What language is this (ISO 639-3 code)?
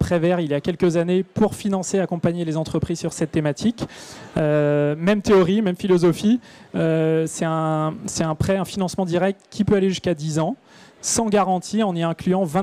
fra